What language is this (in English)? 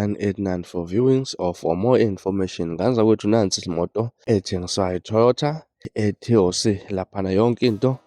Zulu